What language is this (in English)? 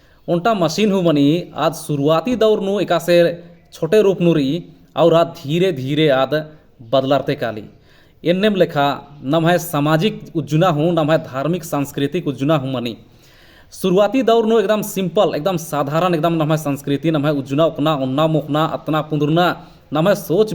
Kurukh